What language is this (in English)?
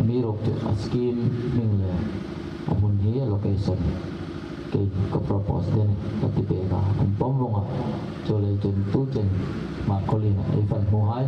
Hmar